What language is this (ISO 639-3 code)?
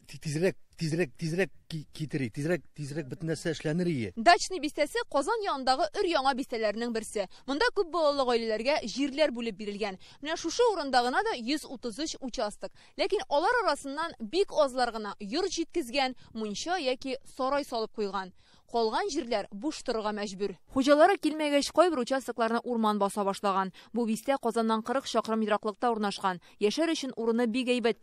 tat